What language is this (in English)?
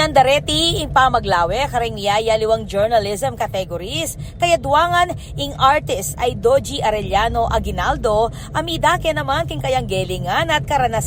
Pampanga